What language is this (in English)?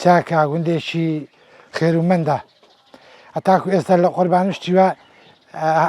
Central Kurdish